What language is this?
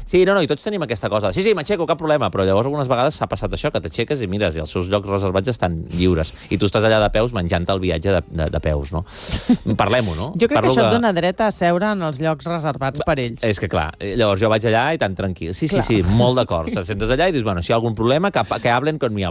Catalan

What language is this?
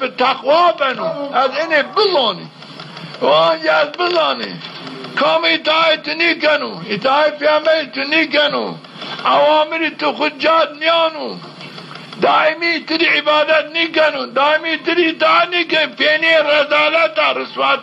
Zaza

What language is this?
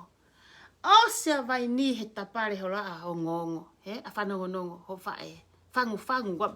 Tongan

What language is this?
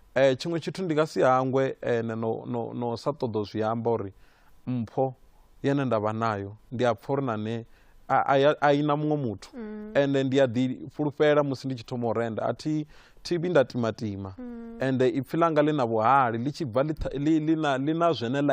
Venda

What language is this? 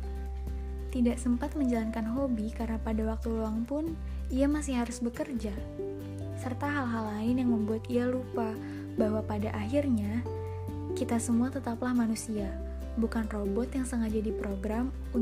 Indonesian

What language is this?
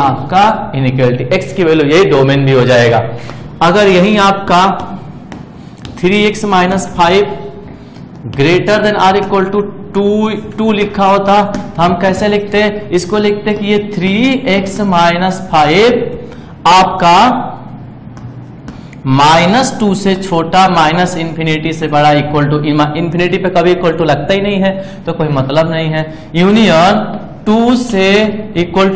Hindi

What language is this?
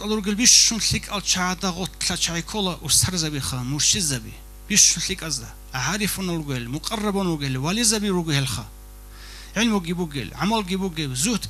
Avaric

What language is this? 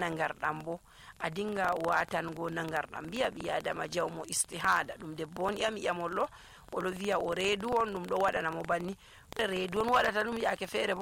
Nigerian Fulfulde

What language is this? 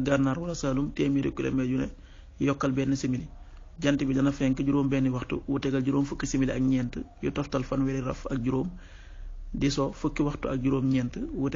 Wolof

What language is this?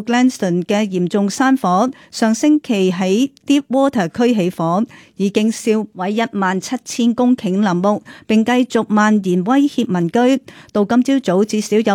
Cantonese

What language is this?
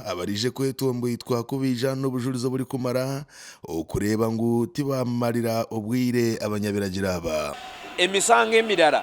Nyankole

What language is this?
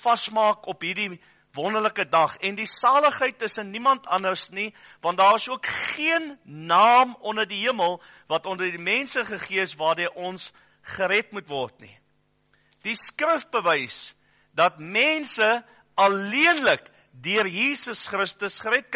Afrikaans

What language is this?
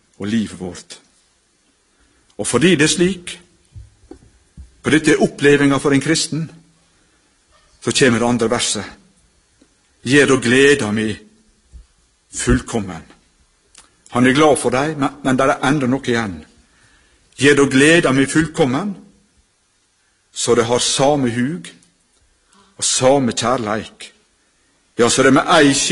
Norwegian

